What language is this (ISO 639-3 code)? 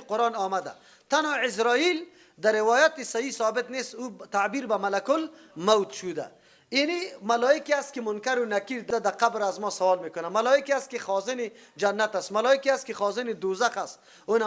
fas